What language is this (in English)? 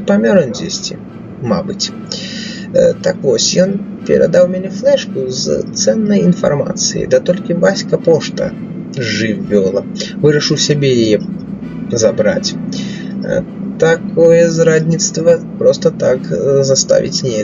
Belarusian